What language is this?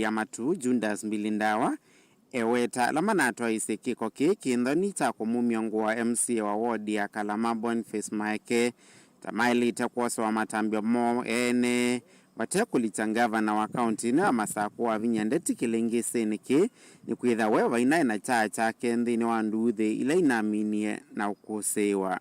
Kamba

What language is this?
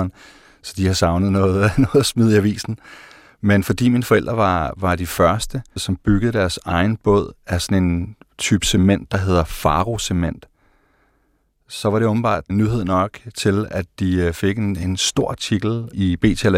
Danish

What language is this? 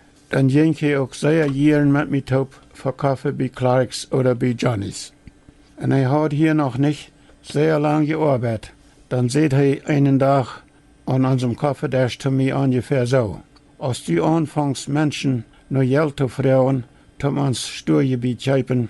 Plautdietsch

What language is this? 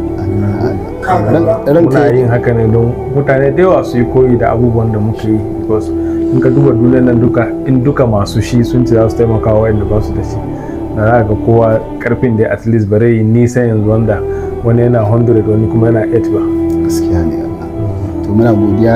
Hausa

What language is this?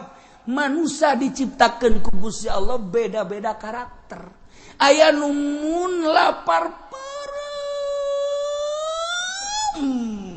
Sundanese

